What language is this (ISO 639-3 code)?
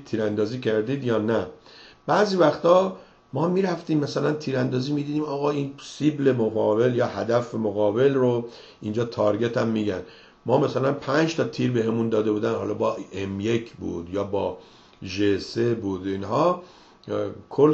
fas